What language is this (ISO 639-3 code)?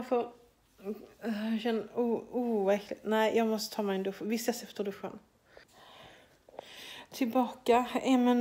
swe